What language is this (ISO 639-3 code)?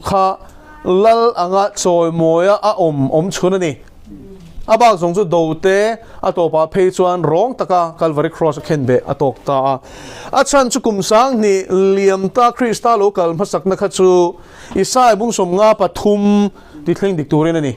lus